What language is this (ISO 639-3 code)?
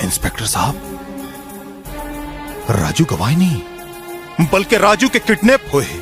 hne